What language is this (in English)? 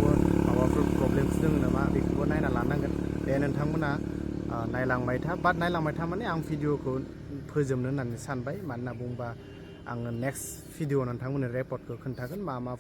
Bodo